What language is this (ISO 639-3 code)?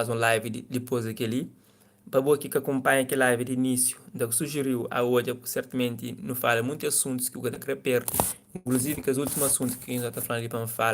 kea